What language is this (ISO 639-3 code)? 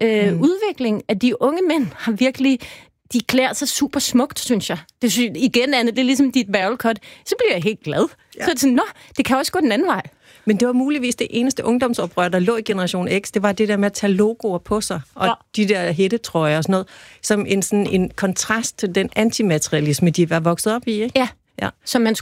dan